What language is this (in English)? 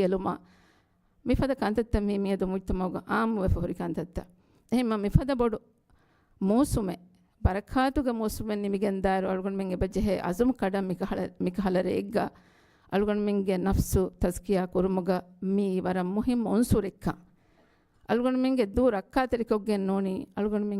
Divehi